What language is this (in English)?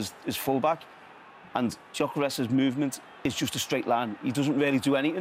English